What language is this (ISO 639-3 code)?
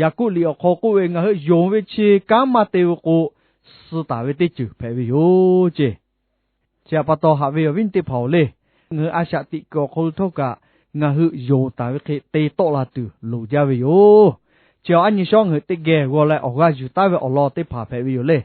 lhu